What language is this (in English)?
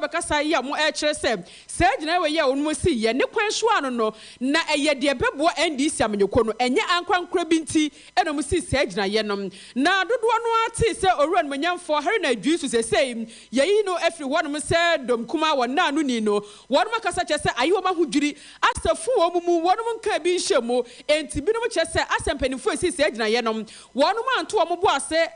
Akan